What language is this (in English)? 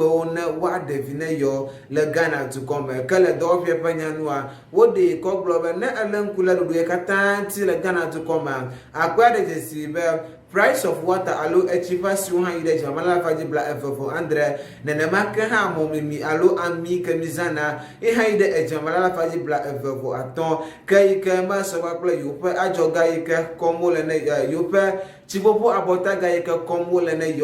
Ewe